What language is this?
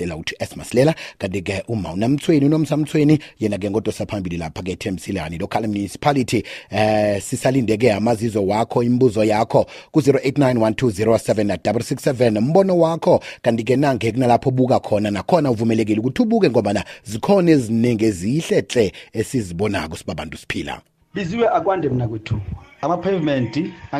South Ndebele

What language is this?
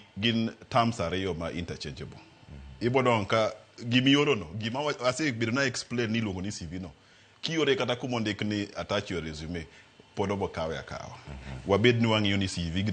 Luo (Kenya and Tanzania)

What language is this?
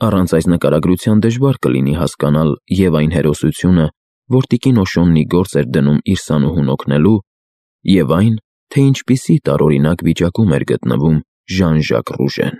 Armenian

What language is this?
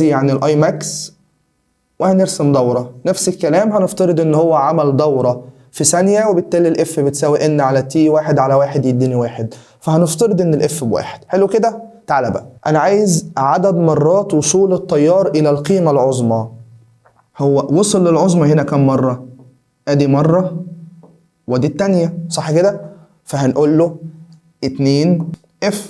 Egyptian Arabic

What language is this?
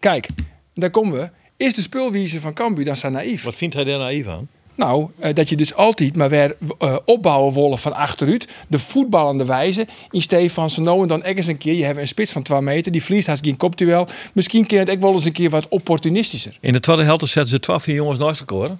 Western Frisian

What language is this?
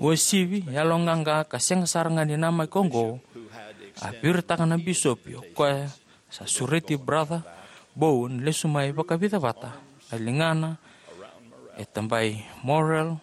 Fijian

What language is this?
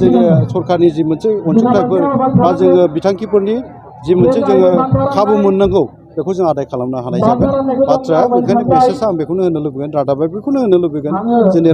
Bodo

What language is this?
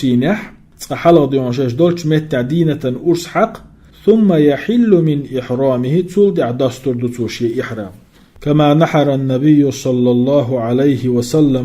Chechen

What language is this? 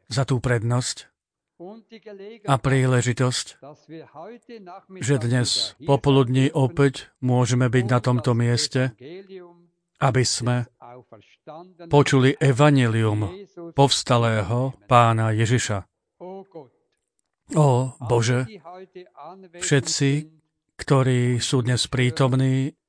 Slovak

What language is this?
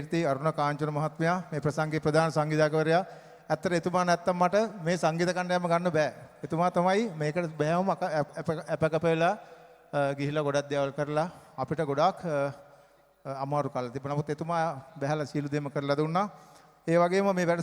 Sinhala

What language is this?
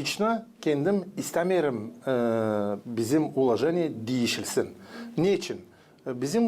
Gagauz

